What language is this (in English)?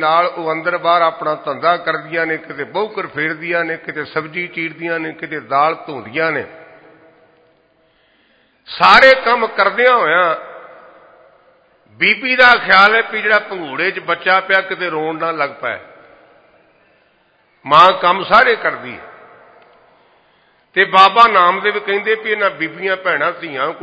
Punjabi